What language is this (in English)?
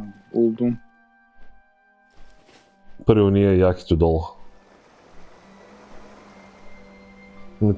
Bulgarian